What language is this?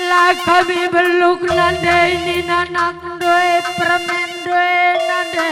Batak Karo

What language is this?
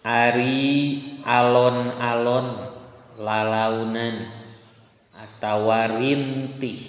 Sundanese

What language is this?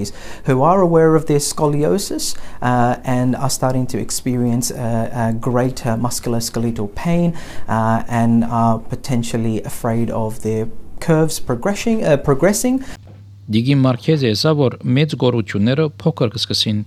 Armenian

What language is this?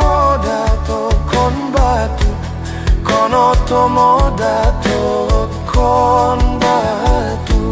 Mongondow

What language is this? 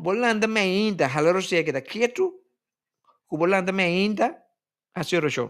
Papiamento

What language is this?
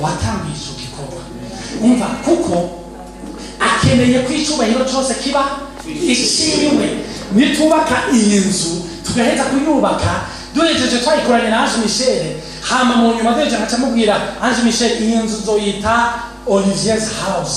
Rundi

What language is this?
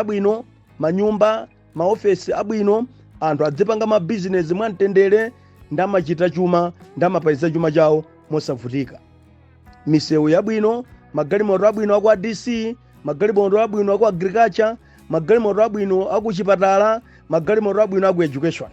Nyanja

